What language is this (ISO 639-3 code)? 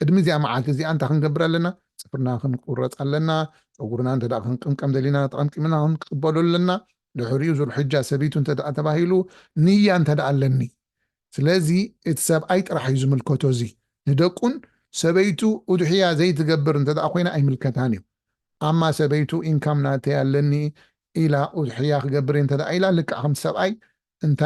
tir